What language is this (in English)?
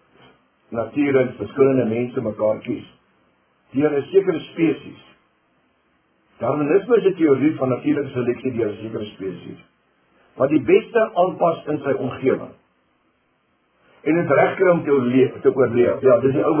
Afrikaans